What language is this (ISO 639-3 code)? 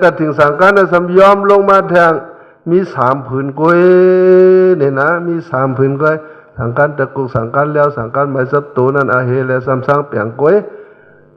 shn